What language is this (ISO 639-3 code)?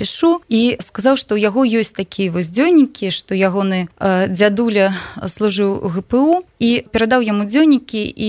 bel